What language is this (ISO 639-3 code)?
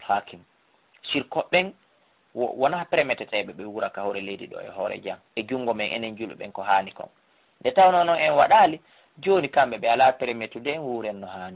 ful